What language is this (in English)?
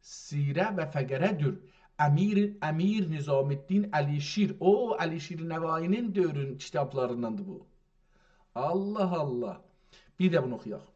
South Azerbaijani